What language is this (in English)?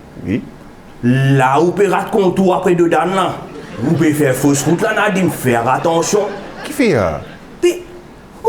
Morisyen